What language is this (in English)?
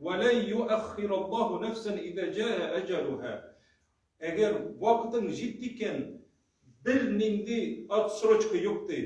Tatar